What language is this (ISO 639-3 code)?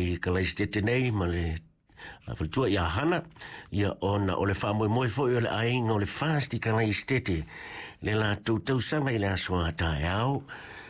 smo